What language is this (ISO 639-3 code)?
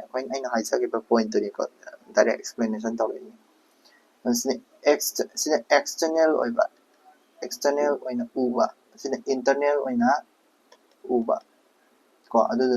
mni